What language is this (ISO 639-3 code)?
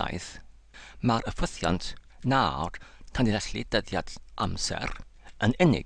cym